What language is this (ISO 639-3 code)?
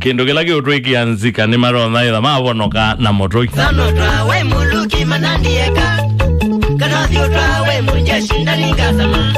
kam